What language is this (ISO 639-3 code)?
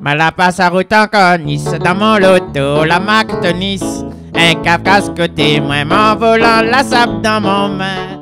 rcf